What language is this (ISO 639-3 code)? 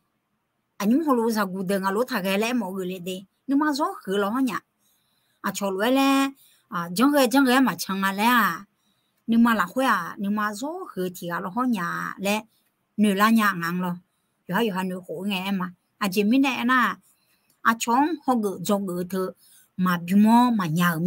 ahk